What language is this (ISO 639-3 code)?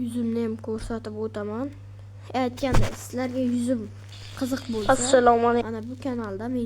uzb